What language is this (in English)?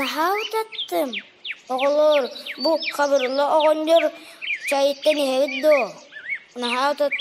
Yakut